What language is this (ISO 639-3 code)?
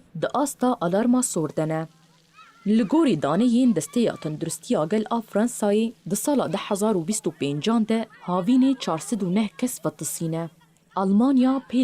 kur